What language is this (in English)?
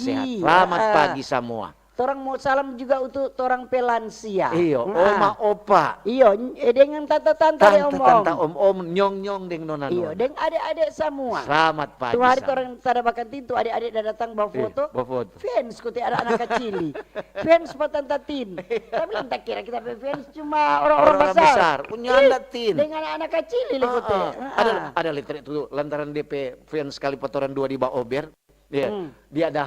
Manado Malay